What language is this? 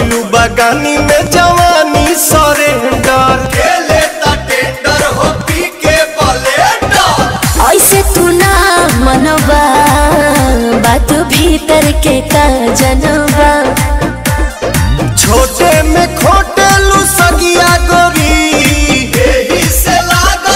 Bhojpuri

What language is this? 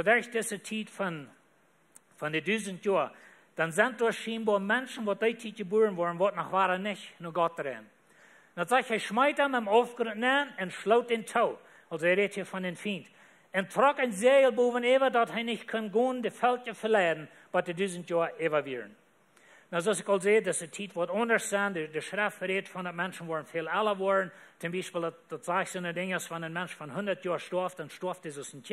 Plautdietsch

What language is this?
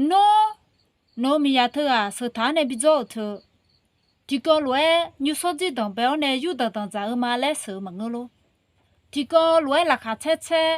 Akha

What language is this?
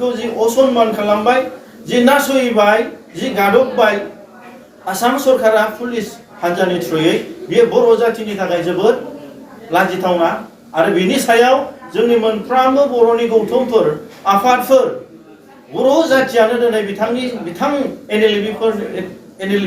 Bodo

